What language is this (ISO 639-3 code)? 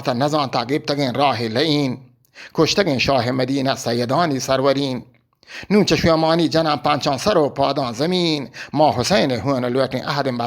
bgp